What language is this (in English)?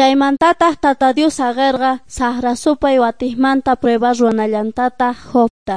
Quechua